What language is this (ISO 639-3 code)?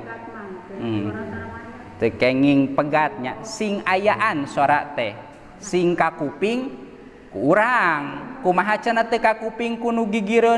sun